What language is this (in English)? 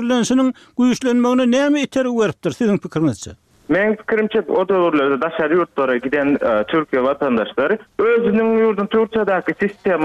Turkmen